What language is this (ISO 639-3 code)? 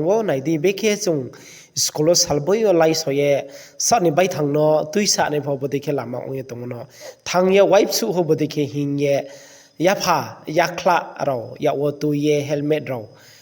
ria